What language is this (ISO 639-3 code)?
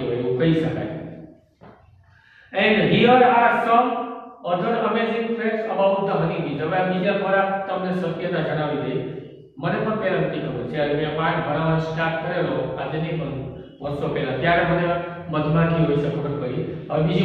guj